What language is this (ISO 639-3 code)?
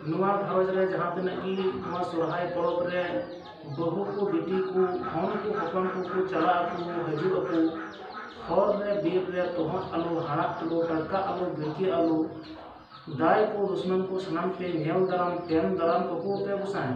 sat